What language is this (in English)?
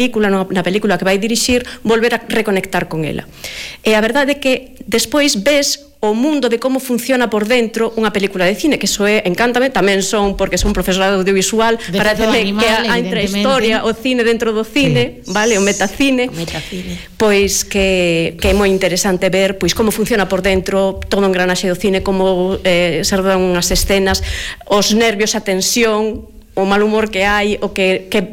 Galician